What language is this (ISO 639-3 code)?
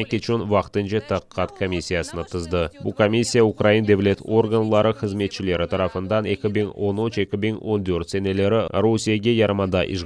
crh